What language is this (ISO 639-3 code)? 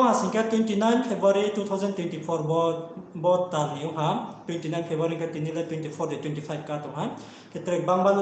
ria